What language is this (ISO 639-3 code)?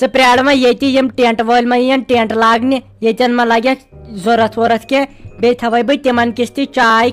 kas